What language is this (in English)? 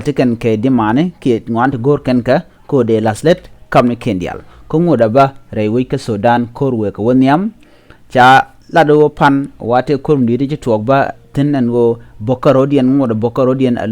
Nuer